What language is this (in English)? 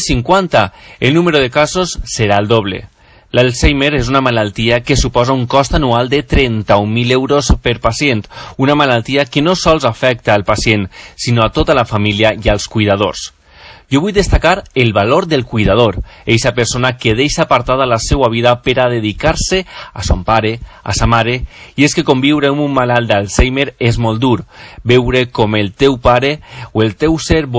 Catalan